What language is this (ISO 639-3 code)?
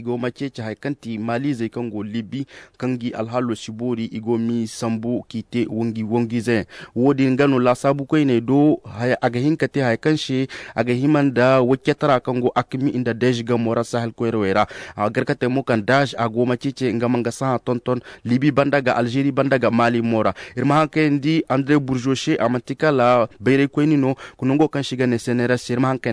dje